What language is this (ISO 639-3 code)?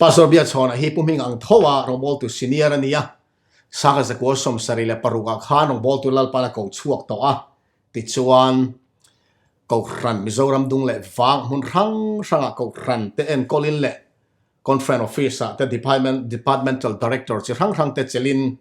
lus